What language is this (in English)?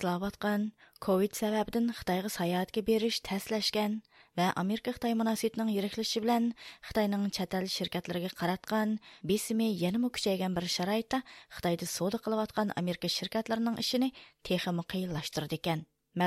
Uyghur